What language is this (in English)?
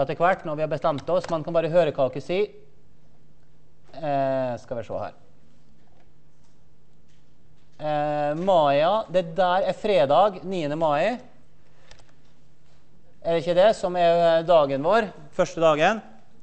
Norwegian